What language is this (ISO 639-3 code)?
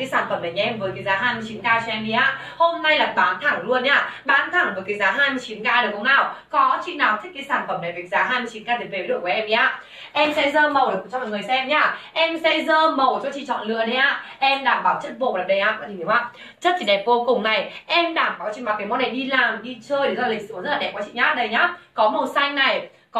vie